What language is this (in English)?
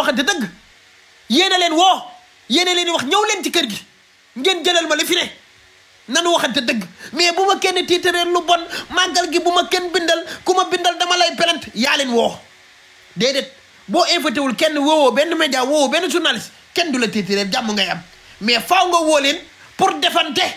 Wolof